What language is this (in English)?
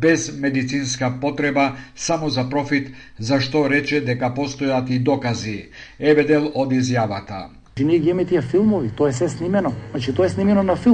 Macedonian